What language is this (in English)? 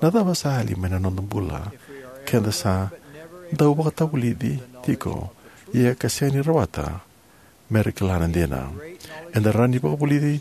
Fijian